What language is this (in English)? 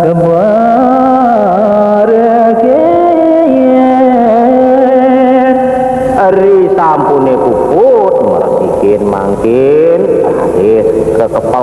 Balinese